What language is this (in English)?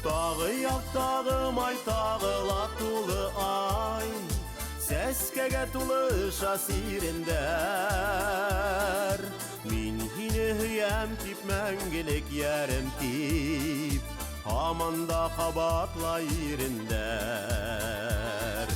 Bashkir